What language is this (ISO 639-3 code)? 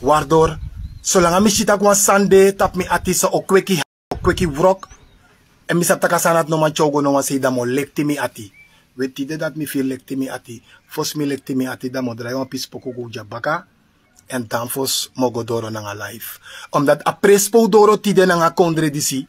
srn